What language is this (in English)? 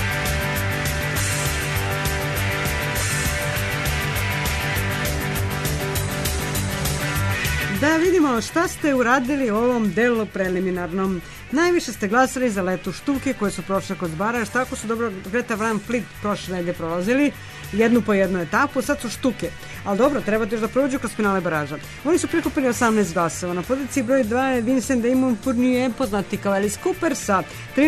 Serbian